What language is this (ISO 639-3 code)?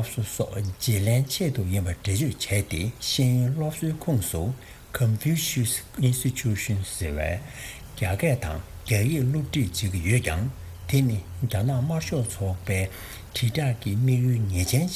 bod